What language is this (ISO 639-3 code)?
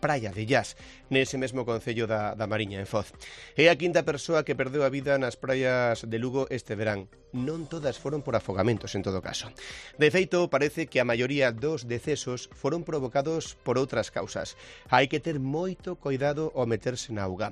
glg